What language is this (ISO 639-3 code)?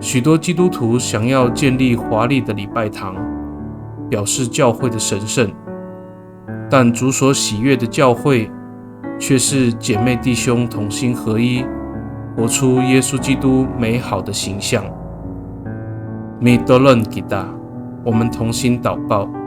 ami